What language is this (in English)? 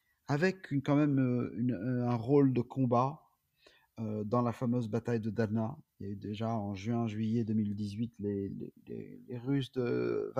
French